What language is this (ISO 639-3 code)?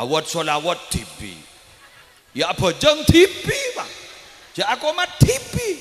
mad